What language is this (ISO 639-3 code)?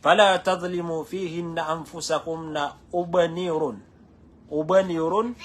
mrw